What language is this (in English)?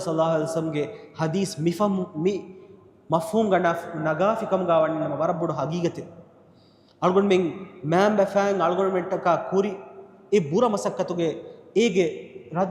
Divehi